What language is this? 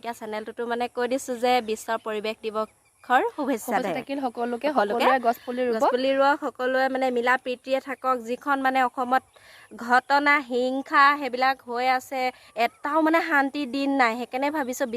Assamese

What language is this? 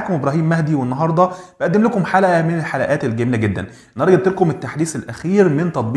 Egyptian Arabic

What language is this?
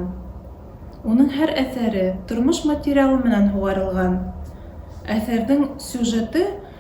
Bashkir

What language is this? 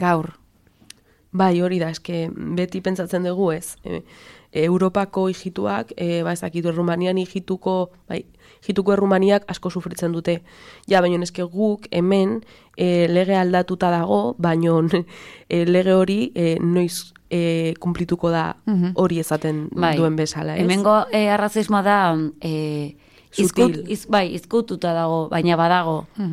Basque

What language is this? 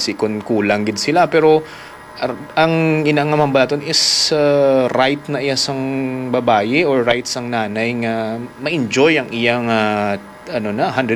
Hiligaynon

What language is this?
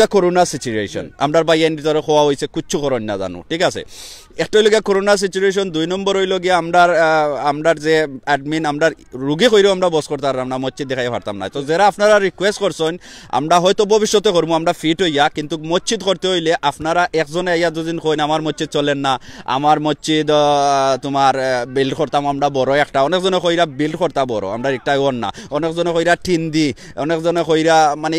Sylheti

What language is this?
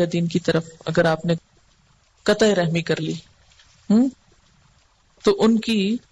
Urdu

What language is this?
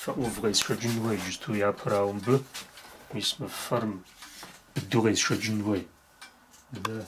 Kabardian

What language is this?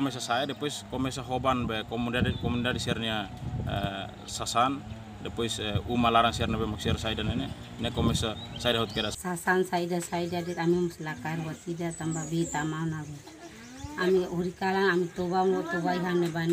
Tetum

